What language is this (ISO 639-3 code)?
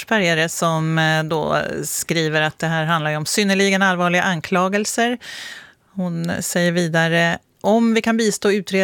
swe